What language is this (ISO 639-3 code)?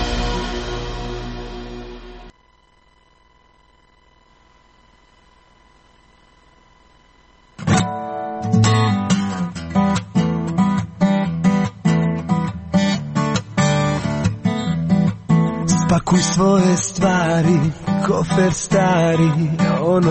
hrv